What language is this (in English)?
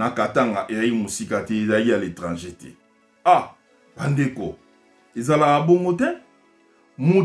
Lingala